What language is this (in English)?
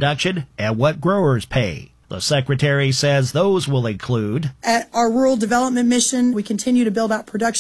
English